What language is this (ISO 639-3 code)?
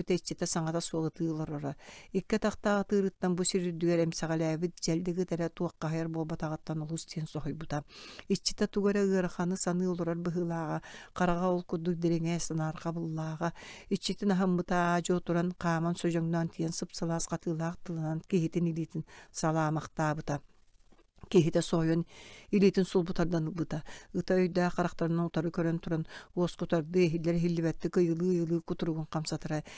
sah